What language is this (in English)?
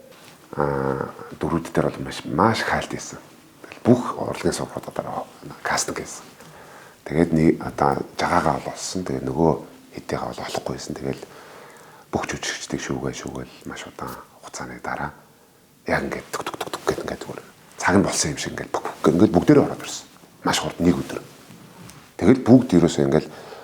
Mongolian